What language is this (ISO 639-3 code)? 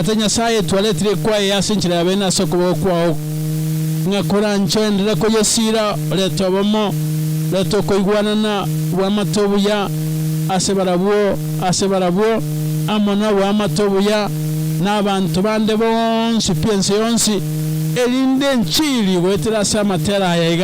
guz